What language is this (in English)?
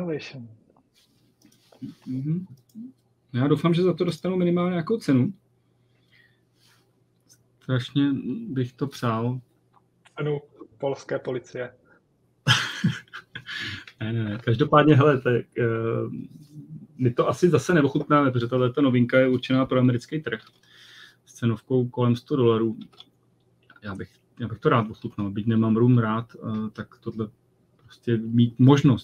Czech